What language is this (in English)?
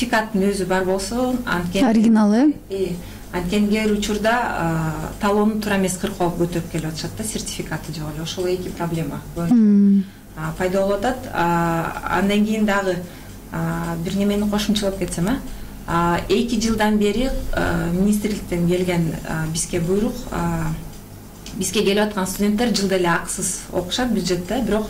Kyrgyz